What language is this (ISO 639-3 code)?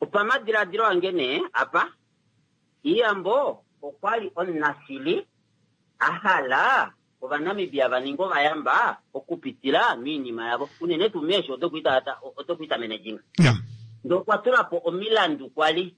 kua